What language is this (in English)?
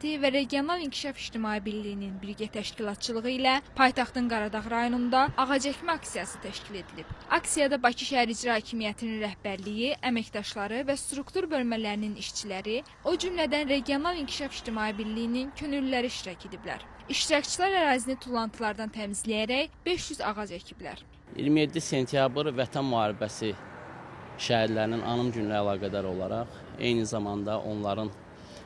Azerbaijani